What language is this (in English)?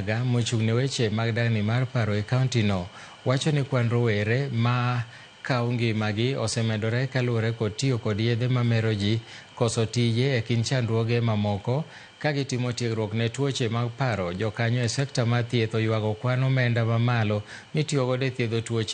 Luo (Kenya and Tanzania)